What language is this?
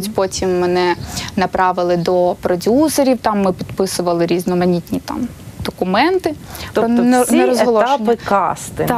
Ukrainian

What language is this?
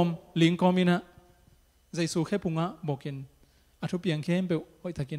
Tedim Chin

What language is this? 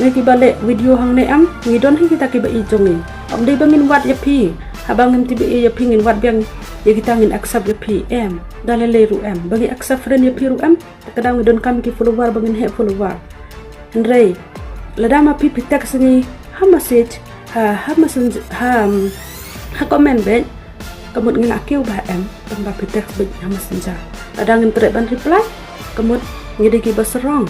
Khasi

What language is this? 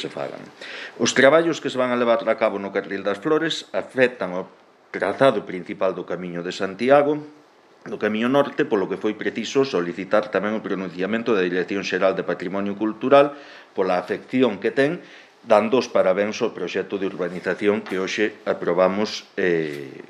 Galician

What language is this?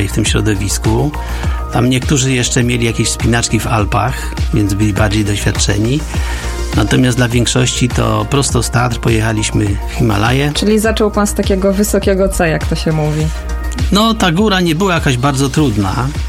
Polish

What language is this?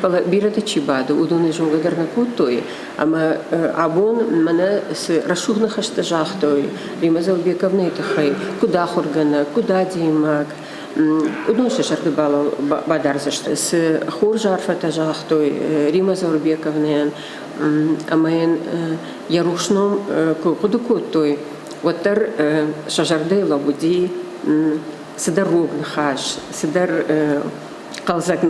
Ossetic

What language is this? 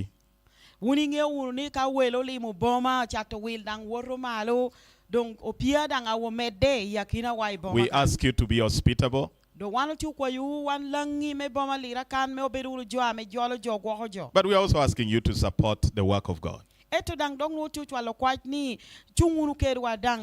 Lango (Uganda)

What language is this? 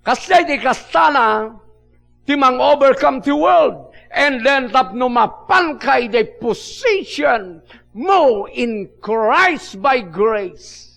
Iloko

